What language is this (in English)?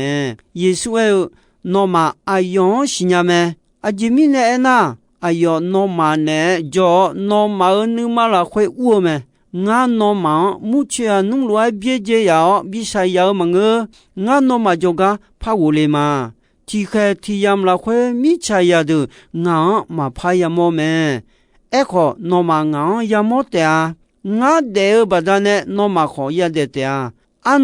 Akha